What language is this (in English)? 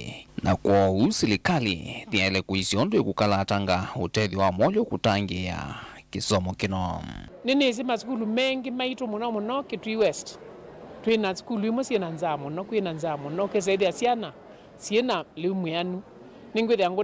Kamba